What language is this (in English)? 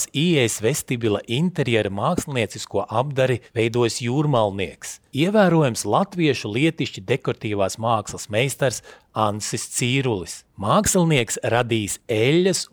Latvian